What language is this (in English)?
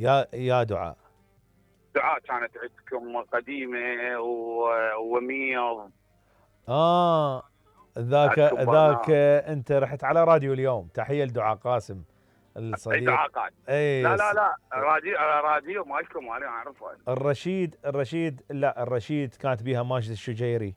Mesopotamian Arabic